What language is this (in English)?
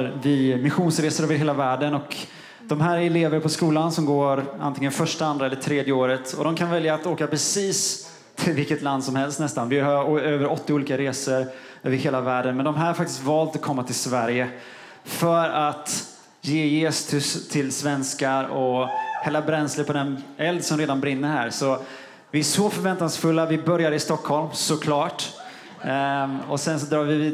Swedish